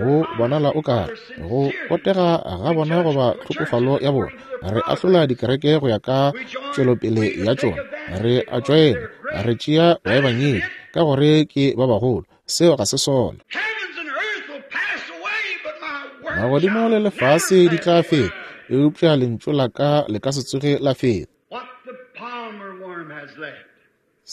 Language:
Northern Sotho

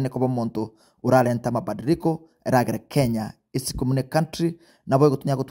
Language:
Gusii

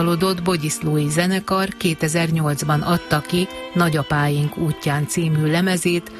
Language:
Hungarian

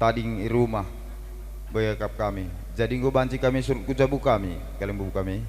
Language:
Batak Karo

